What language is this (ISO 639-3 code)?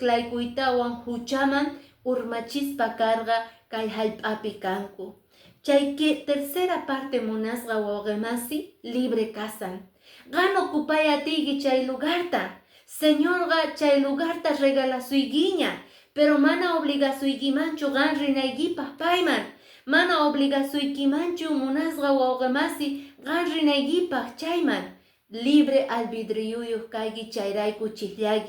que